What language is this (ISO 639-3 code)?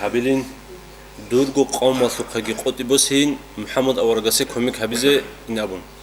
ava